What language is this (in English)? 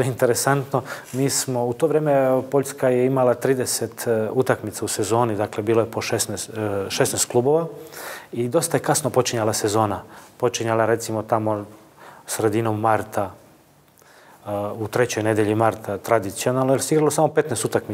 Serbian